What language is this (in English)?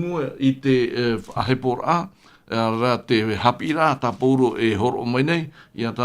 Tahitian